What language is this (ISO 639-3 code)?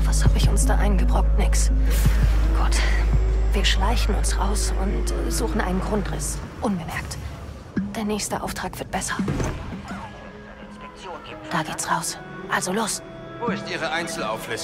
deu